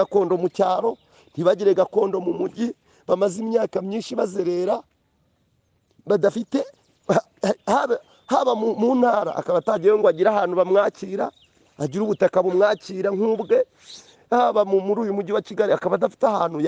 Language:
Kinyarwanda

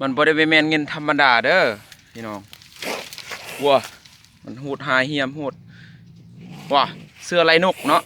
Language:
Lao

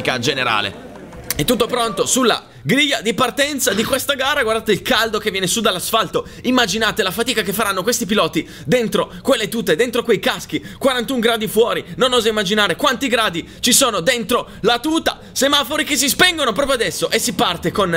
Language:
Italian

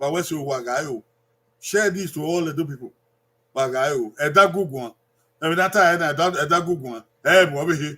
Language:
Bini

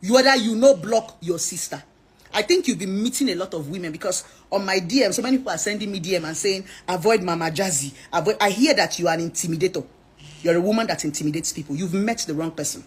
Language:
Nigerian Pidgin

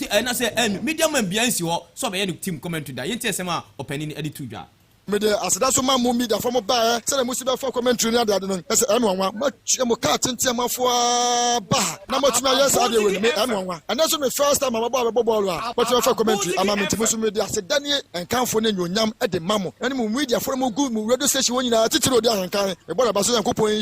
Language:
Akan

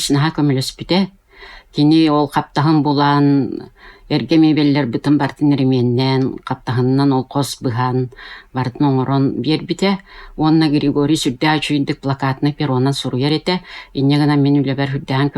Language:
Yakut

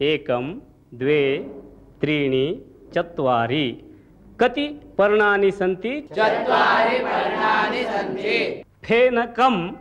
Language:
Sanskrit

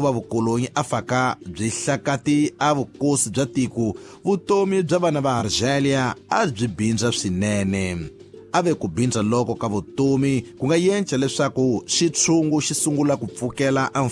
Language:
Tsonga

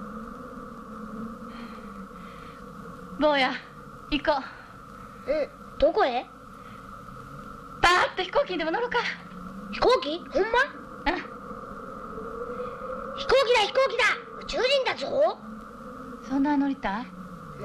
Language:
Japanese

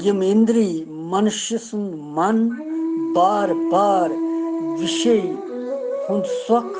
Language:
Kashmiri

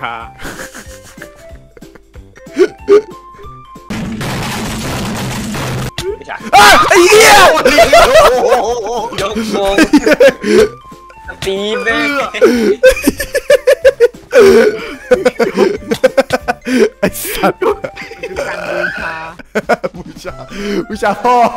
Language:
Thai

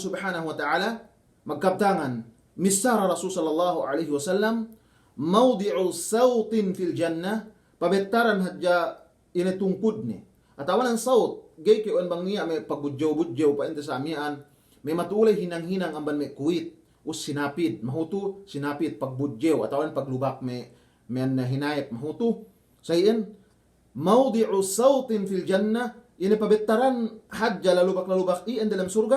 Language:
Yakan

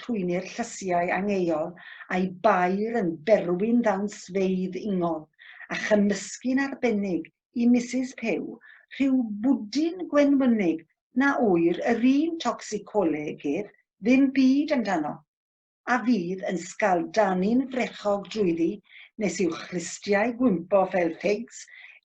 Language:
Welsh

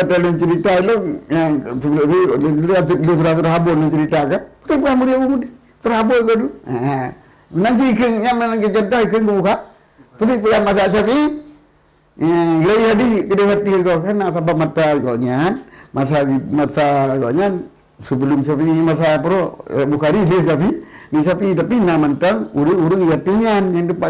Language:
Achinese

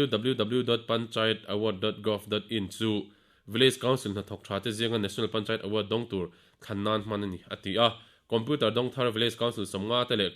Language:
Mizo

